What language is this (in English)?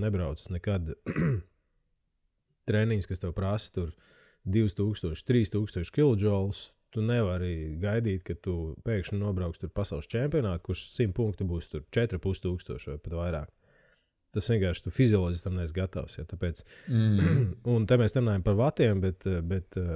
Latvian